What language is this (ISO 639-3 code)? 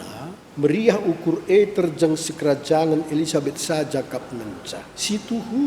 btx